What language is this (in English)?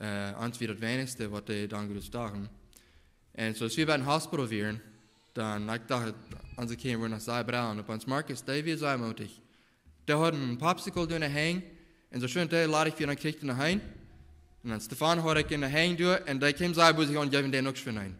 Plautdietsch